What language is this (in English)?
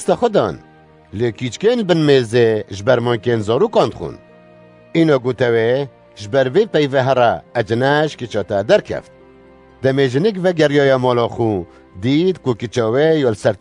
Kurdish